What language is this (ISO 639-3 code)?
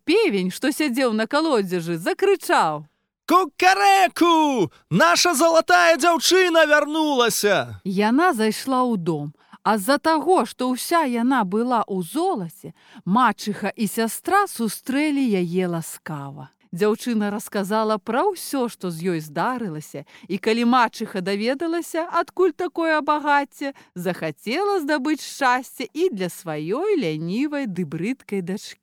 bel